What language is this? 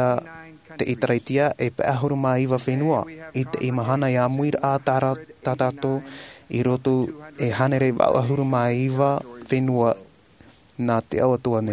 Tahitian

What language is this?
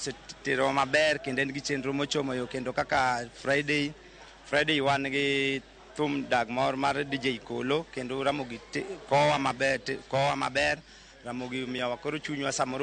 Luo (Kenya and Tanzania)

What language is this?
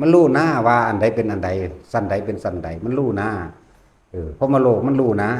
Lao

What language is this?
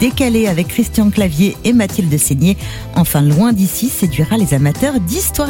French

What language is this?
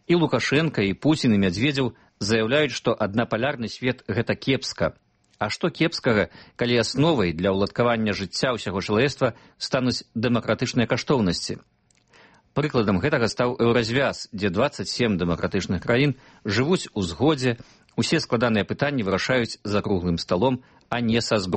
Belarusian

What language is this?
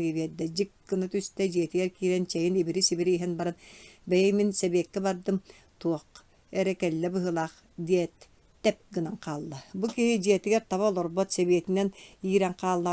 Yakut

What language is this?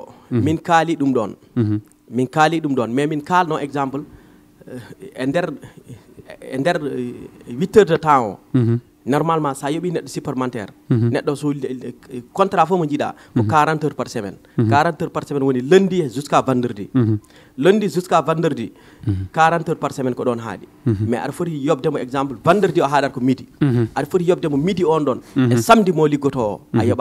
Fula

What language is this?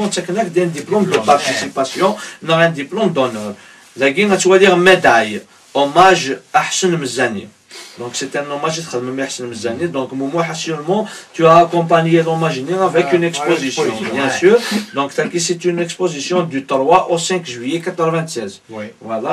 Kabyle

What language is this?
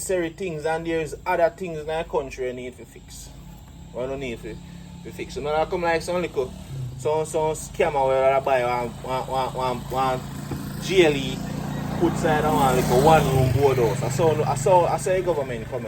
Jamaican Creole English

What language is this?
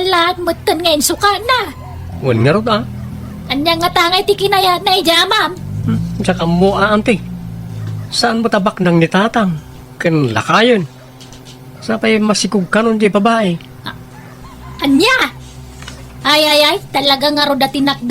Iloko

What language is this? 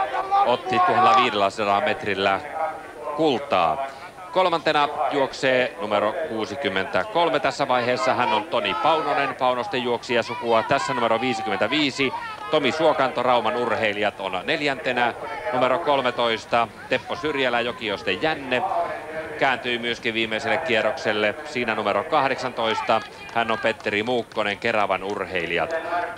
Finnish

